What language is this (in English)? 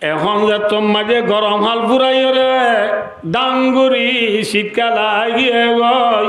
Rohingya